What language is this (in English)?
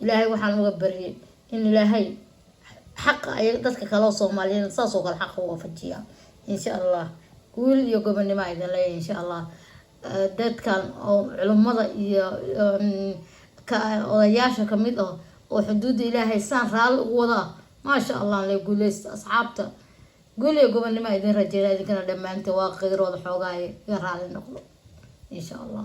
Somali